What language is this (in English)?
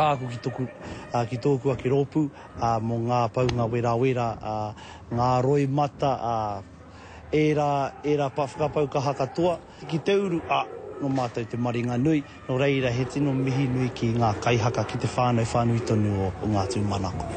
Māori